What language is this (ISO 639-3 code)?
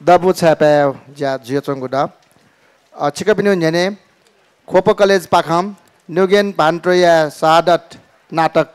new